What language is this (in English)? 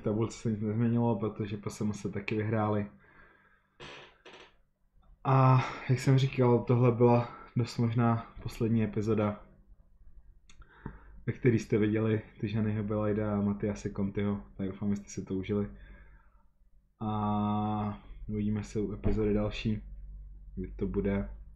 Czech